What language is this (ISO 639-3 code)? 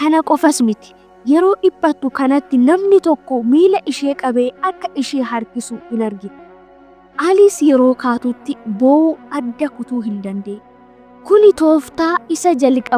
orm